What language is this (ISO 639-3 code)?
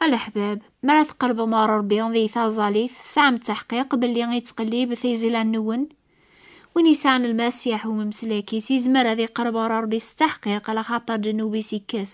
kab